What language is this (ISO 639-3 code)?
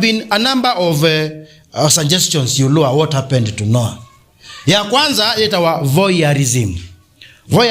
kam